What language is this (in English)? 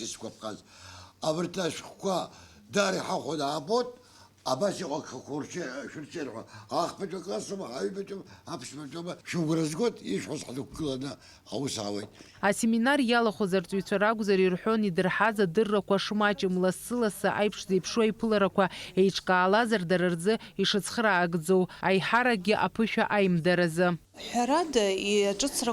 Abkhazian